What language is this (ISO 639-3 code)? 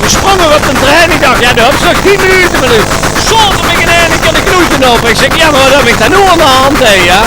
lim